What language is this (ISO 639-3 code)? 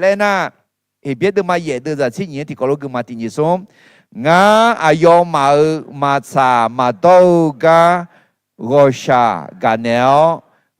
ahk